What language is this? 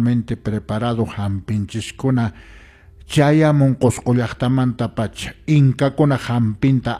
Quechua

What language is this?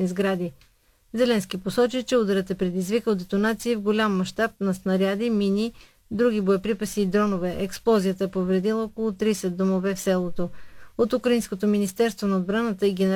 Bulgarian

